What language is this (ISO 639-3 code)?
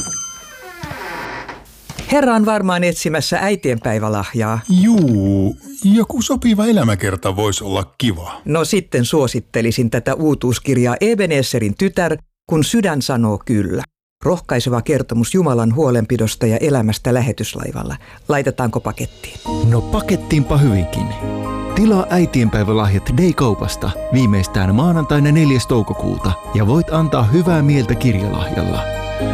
fin